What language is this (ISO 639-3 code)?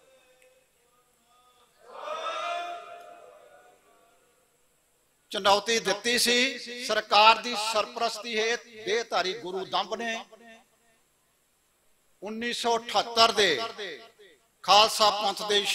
pan